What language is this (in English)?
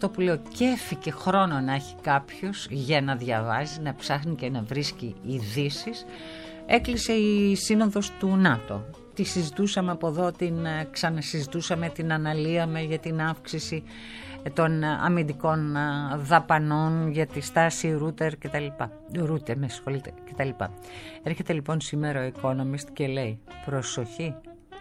Greek